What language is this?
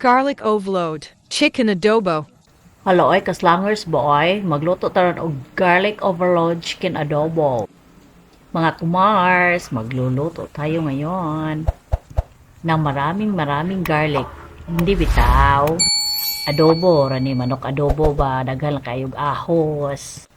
Cebuano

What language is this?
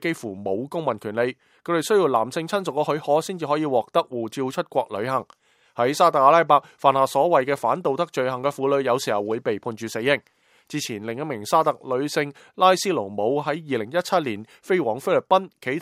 Cantonese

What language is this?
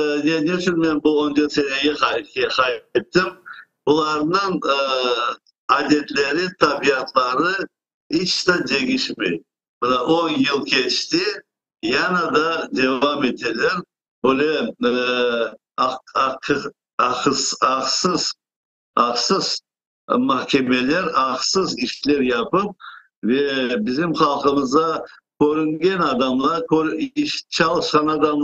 Crimean Tatar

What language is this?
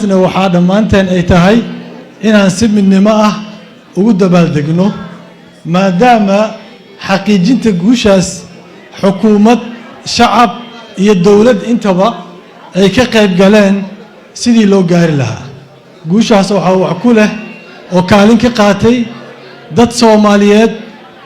Somali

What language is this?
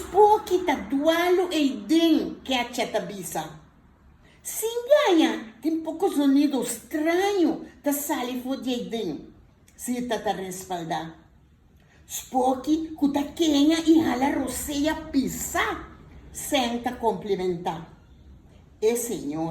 Papiamento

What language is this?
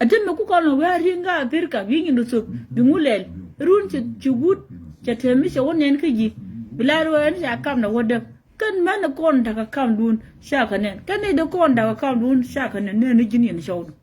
Nuer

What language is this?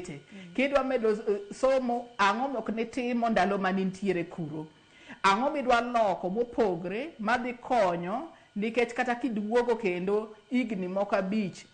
Luo (Kenya and Tanzania)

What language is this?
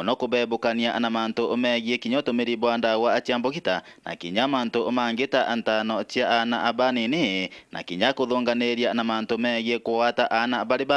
Meru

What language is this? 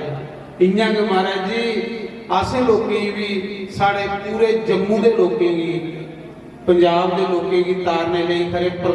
Dogri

